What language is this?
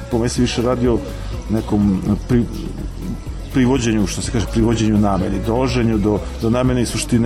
Serbian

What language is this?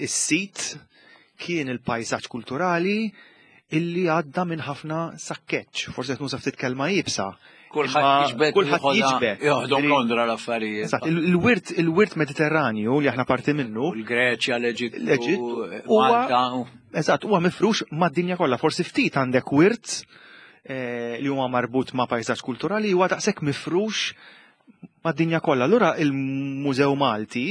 Maltese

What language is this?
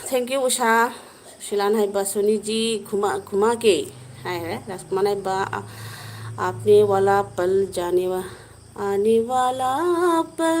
Manipuri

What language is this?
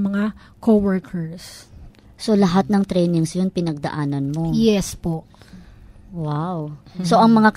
Filipino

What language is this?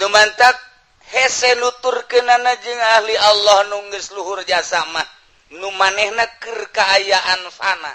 Sundanese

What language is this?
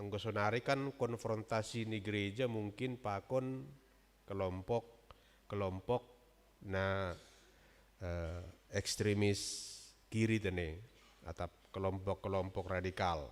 Batak Simalungun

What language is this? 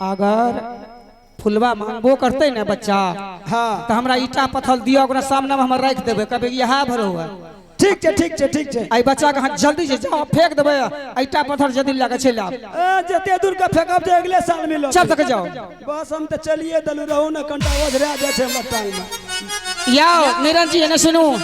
Maithili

